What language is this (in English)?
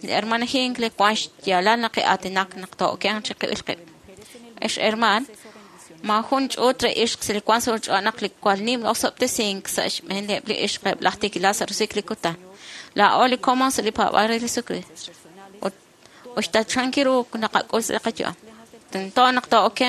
Kekchí